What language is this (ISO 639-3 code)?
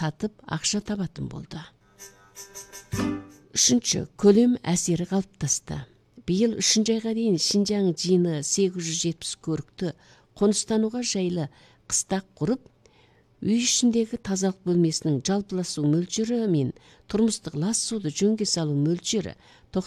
kaz